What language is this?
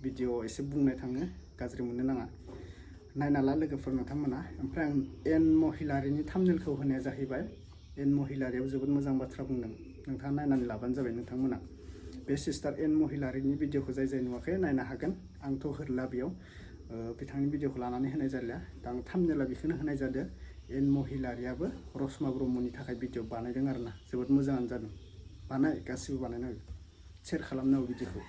Bodo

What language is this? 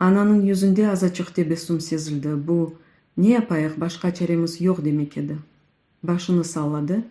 Crimean Tatar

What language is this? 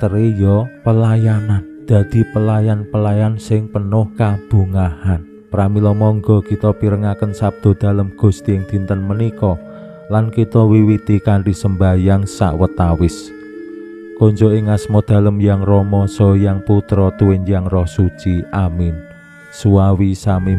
Javanese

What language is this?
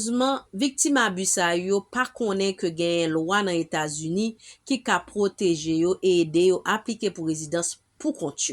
Haitian Creole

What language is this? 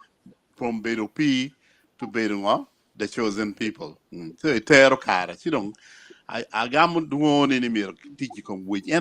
Acoli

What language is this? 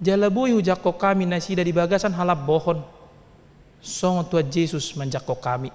Batak Toba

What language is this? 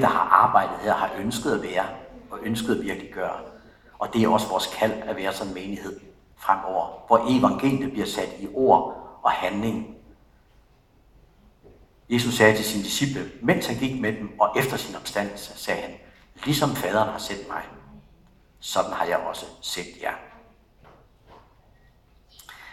Danish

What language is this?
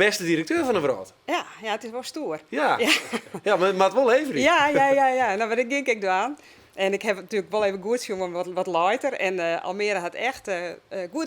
Western Frisian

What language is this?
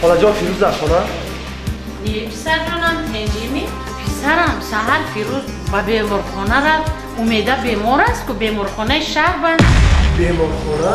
Tajik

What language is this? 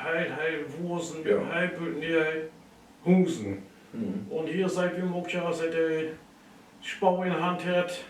Low German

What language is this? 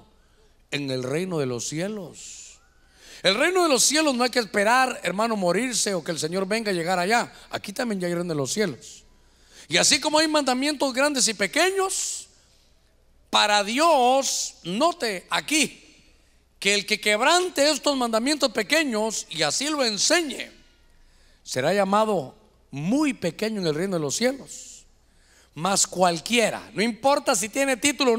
Spanish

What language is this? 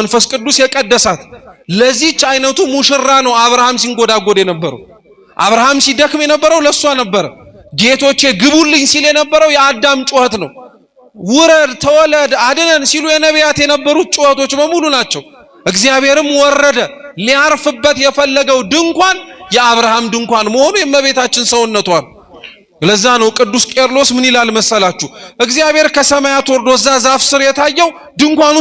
Amharic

